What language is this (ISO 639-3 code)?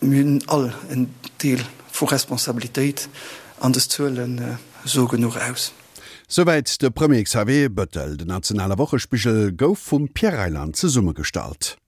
ltz